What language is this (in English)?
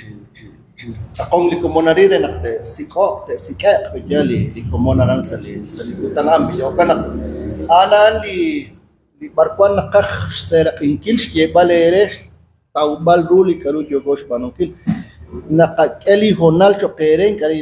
Kekchí